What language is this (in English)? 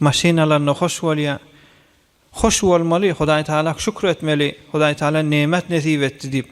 Turkmen